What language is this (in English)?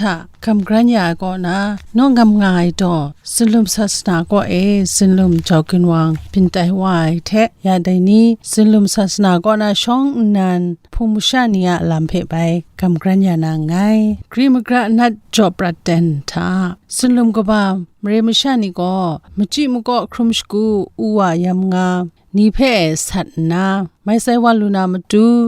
Kachin